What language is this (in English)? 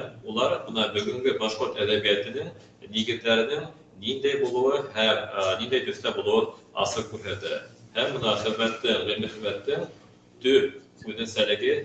Bashkir